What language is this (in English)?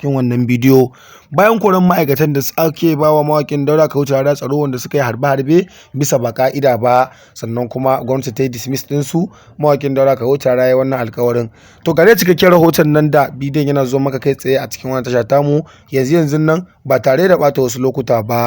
Hausa